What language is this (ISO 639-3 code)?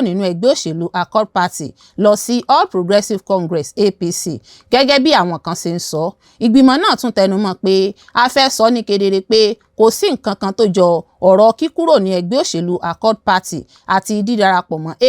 yor